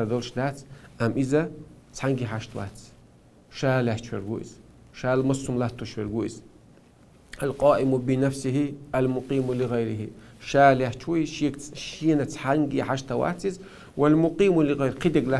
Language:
Chechen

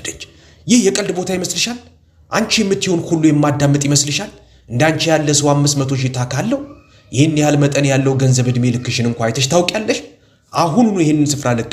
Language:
Amharic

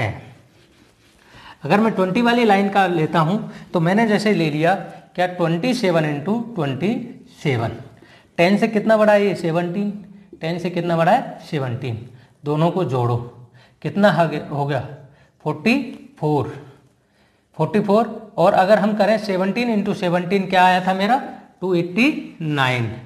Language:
Hindi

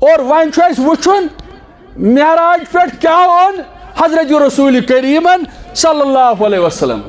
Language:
Kashmiri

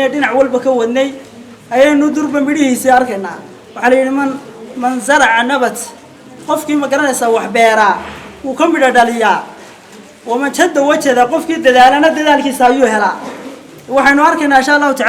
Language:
Somali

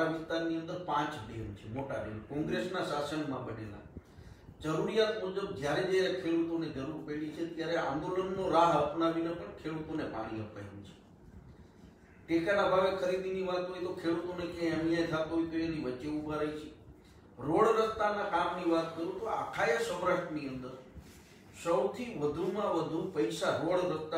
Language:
Gujarati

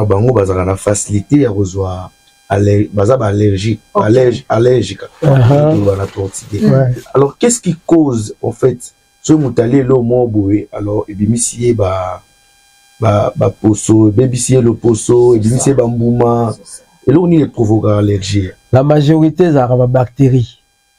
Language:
Lingala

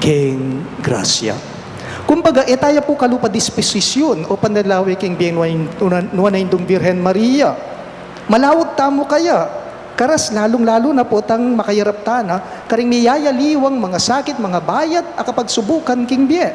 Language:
Pampanga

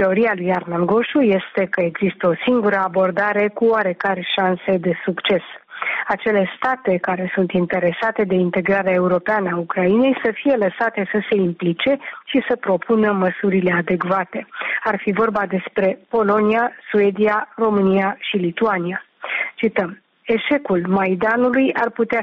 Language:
Romanian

